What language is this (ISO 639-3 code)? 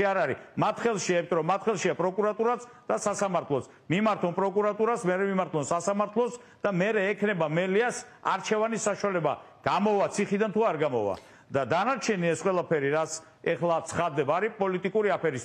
kat